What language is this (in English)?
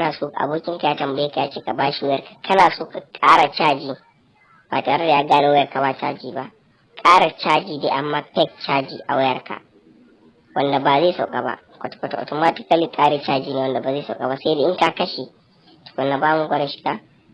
Hausa